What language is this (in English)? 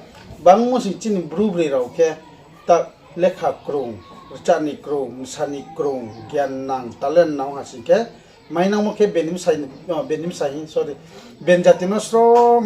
Riang (India)